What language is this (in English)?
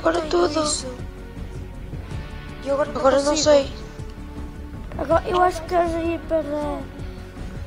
Portuguese